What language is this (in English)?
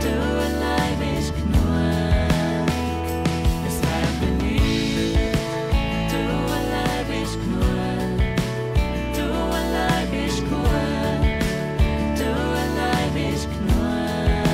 Swiss German